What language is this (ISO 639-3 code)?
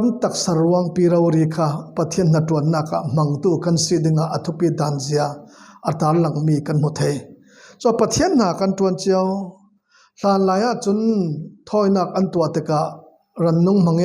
cfm